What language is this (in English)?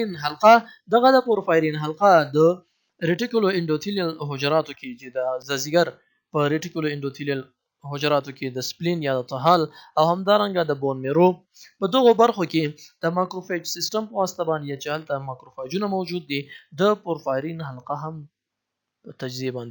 Pashto